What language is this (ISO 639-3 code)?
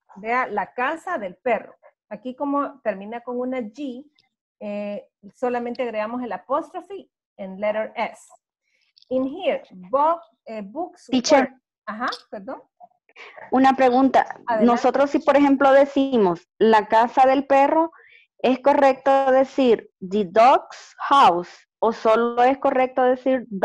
spa